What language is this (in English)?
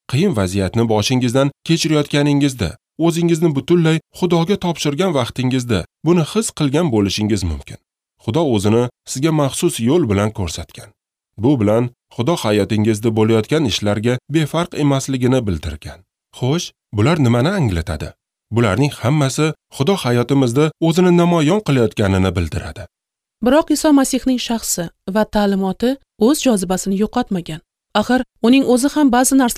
Uzbek